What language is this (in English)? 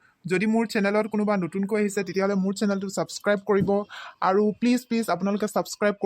Assamese